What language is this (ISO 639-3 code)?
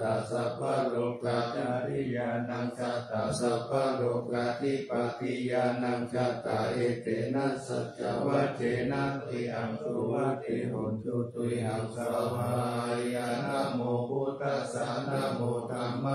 pli